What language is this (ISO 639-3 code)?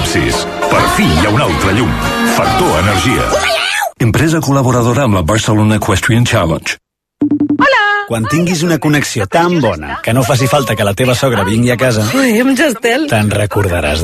cat